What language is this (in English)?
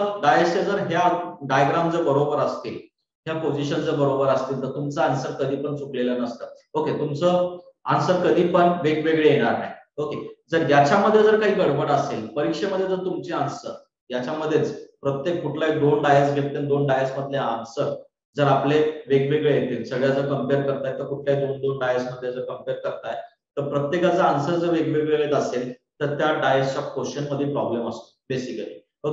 Marathi